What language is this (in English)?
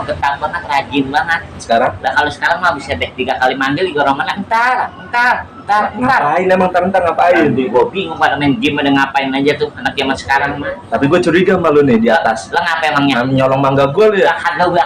Betawi